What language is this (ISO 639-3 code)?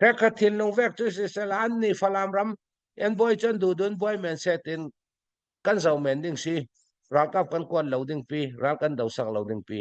cfm